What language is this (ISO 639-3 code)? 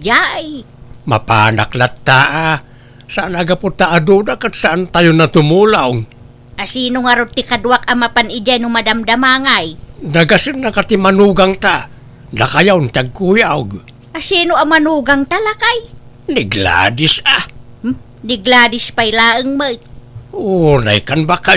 ilo